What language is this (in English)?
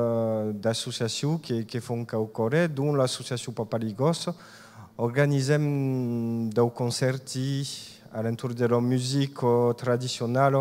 Occitan